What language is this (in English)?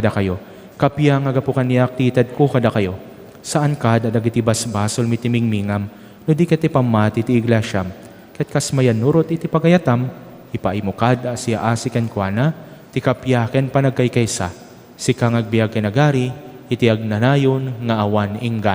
Iloko